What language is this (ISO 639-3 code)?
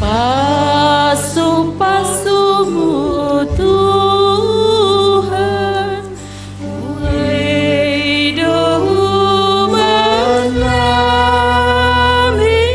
bts